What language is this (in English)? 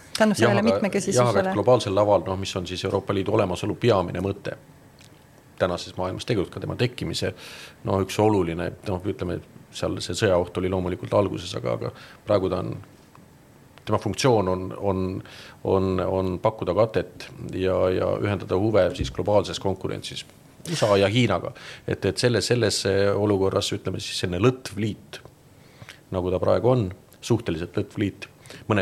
Estonian